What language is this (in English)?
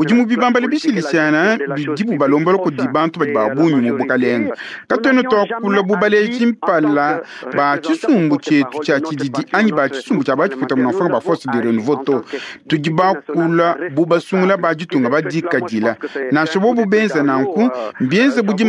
Luba-Lulua